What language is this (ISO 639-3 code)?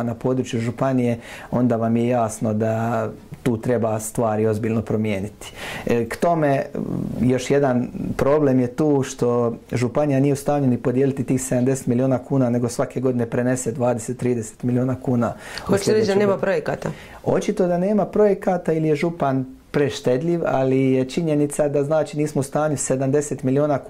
hrv